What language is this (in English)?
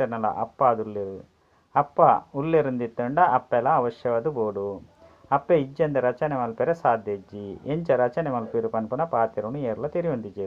Tulu